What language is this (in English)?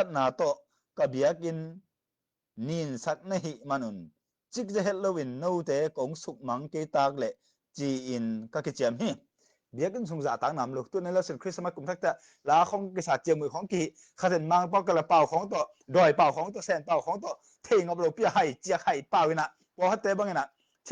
Tedim Chin